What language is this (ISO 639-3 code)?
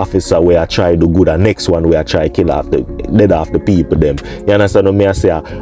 jam